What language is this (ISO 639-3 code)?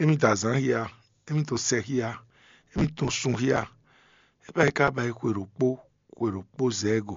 fon